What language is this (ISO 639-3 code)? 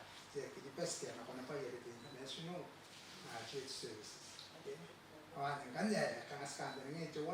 gil